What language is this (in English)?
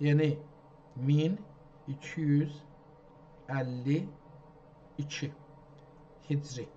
South Azerbaijani